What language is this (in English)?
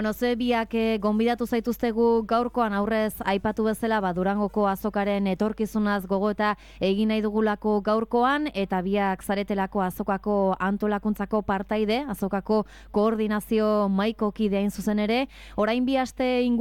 Basque